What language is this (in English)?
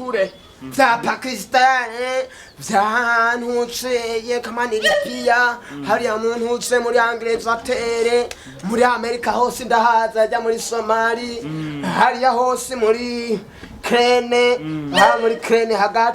Rundi